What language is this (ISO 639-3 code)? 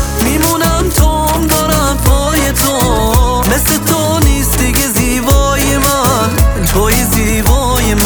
fas